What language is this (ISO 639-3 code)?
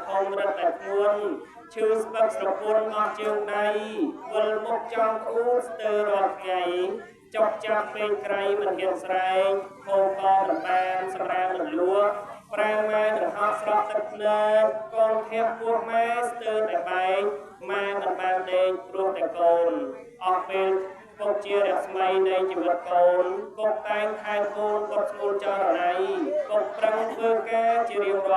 khm